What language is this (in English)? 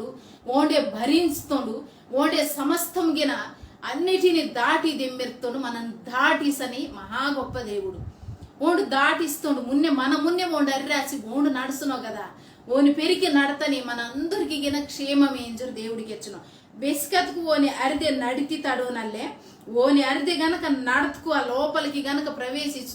Koya